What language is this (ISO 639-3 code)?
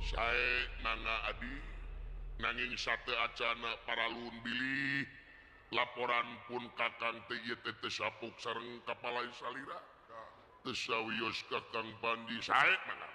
sun